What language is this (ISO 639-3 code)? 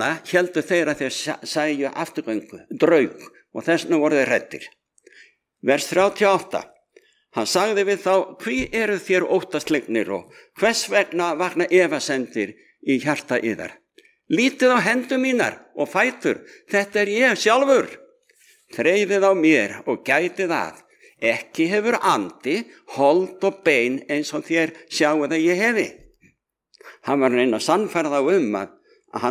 isl